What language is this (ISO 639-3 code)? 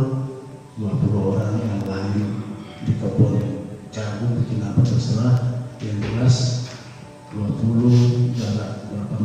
ind